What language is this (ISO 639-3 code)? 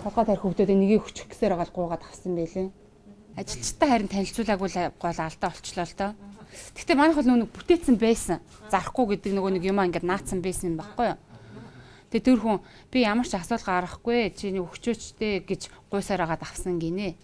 mon